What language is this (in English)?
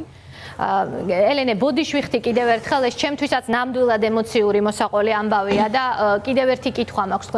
Georgian